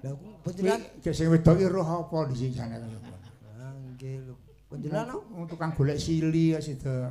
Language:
Javanese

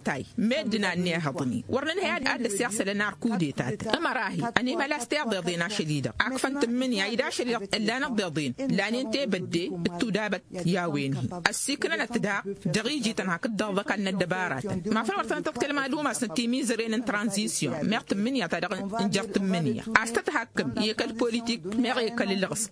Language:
Tamasheq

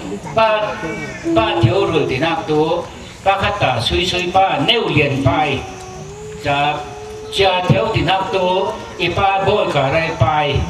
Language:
Falam Chin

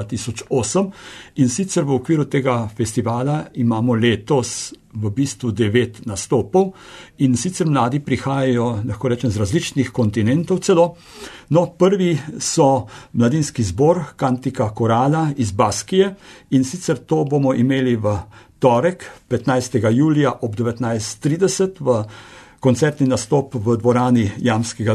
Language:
Slovenian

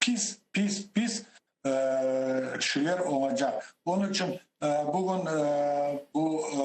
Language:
Crimean Tatar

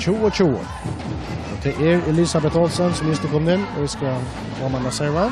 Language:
Faroese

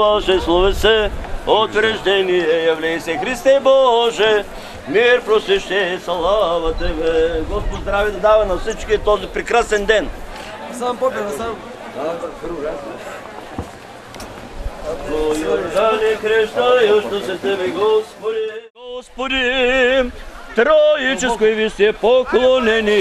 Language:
Bulgarian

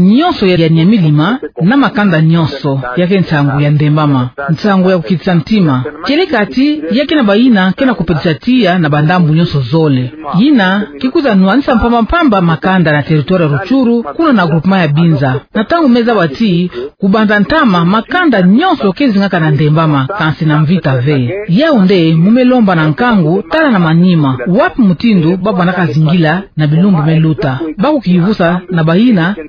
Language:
Kituba (Democratic Republic of Congo)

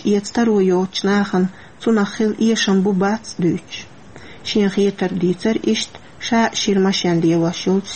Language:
Chechen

